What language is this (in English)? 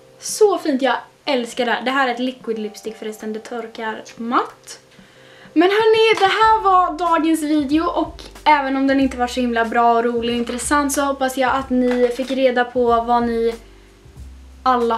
Swedish